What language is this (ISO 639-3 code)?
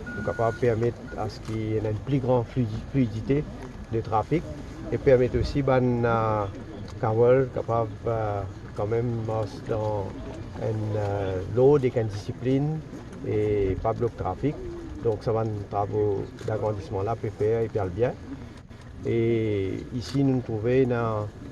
mfe